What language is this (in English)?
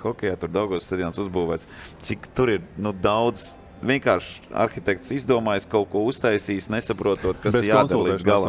Latvian